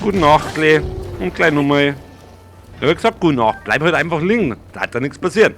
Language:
Bavarian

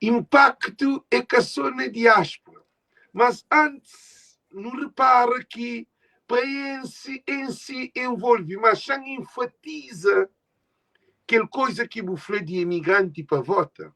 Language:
Kabuverdianu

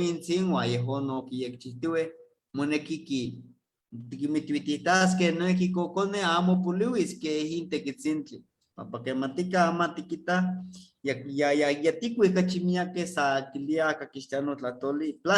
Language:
Eastern Huasteca Nahuatl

